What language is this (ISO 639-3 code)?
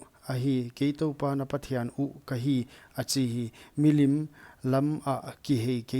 pck